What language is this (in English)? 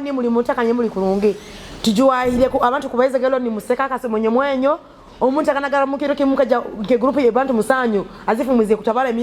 Nyoro